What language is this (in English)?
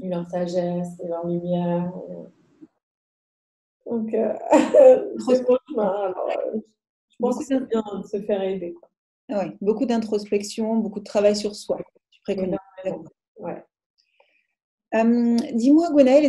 French